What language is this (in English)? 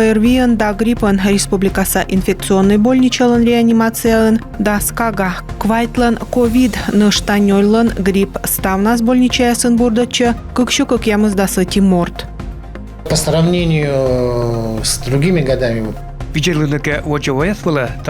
Komi